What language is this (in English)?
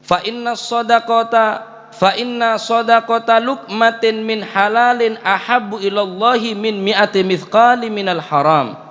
Madurese